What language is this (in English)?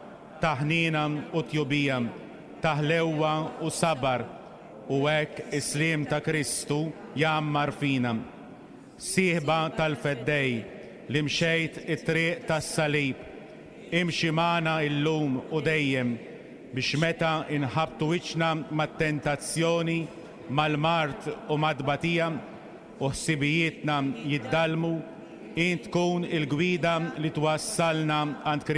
Maltese